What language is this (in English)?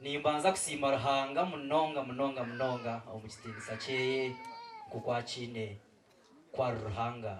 Nyankole